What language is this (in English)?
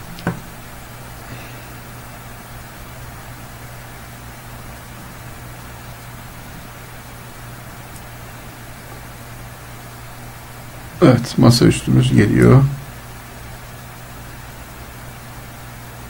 Turkish